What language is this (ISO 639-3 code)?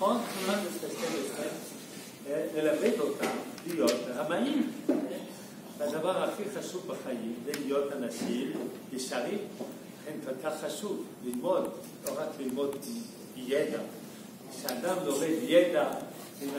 heb